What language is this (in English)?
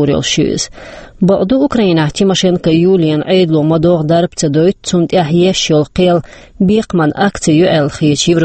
Chechen